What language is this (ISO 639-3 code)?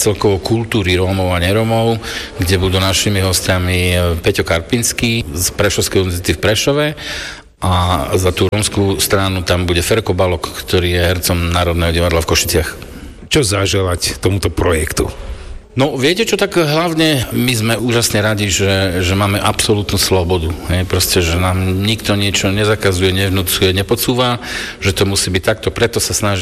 slk